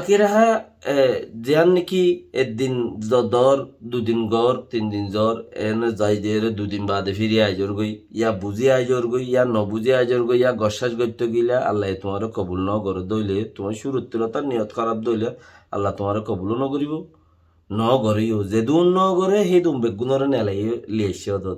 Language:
Rohingya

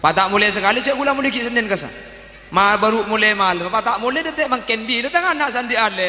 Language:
Madurese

